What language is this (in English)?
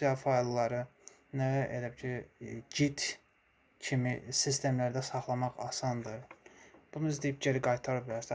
Azerbaijani